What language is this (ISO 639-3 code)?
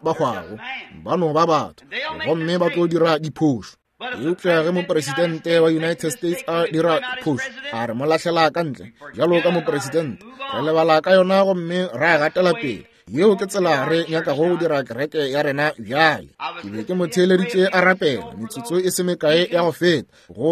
nso